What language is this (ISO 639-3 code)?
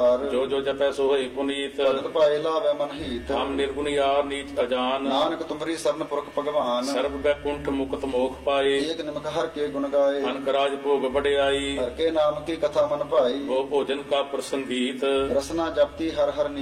pan